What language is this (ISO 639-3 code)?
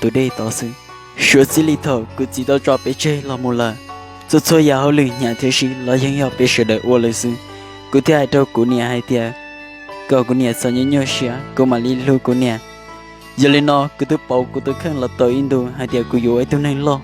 hmn